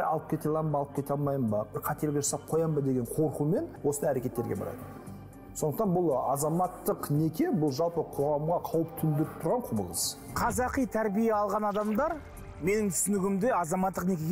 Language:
Kazakh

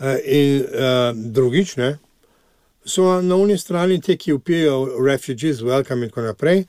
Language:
Slovenian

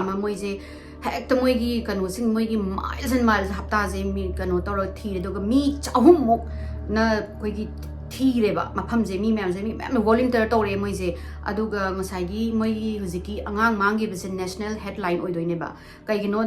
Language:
Manipuri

